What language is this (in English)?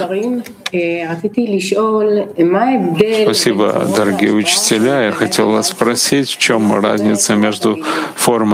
Russian